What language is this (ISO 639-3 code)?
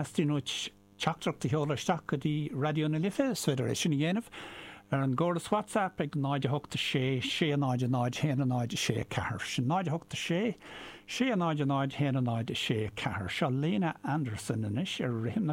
gle